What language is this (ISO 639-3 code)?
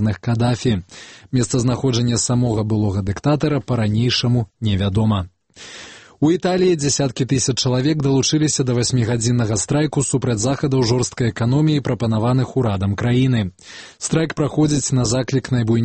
bel